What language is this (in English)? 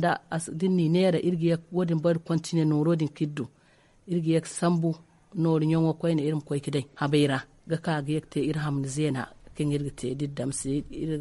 Zarma